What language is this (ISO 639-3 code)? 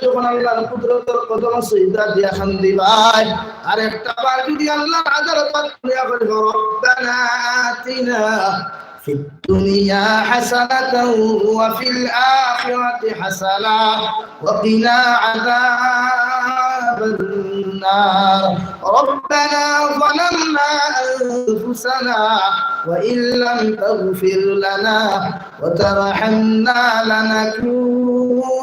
syl